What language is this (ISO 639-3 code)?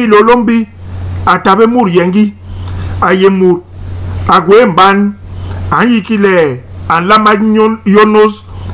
bas